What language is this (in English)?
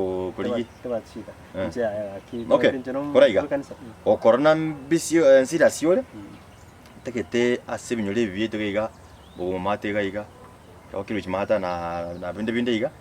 Gusii